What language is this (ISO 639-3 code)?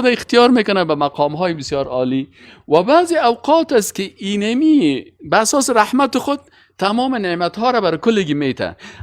fas